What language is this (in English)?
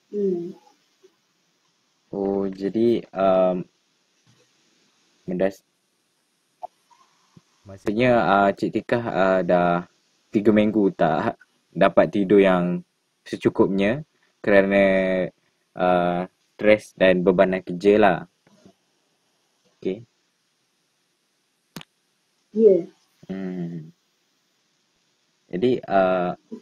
Malay